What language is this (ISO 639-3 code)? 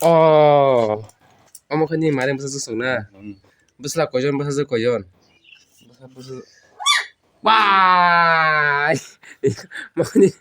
trp